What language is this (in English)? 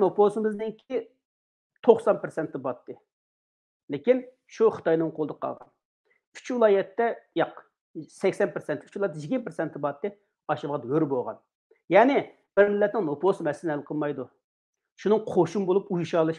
Uyghur